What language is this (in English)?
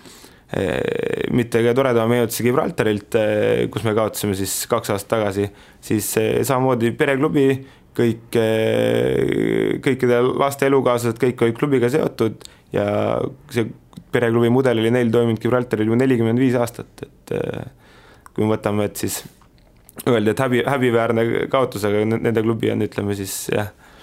Estonian